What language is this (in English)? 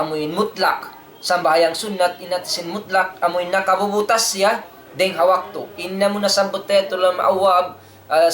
Tausug